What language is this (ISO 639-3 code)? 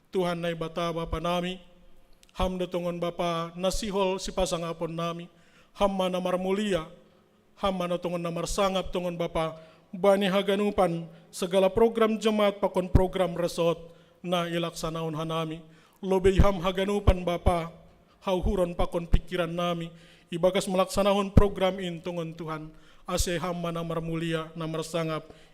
bts